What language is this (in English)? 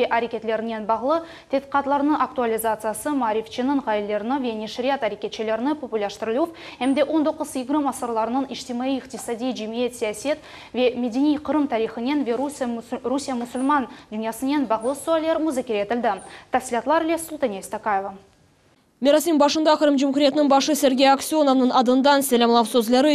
Crimean Tatar